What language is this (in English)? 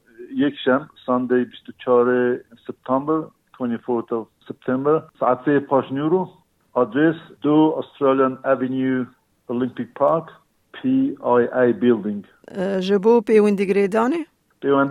Kurdish